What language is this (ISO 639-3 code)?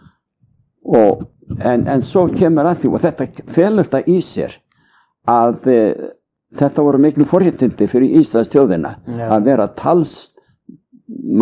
isl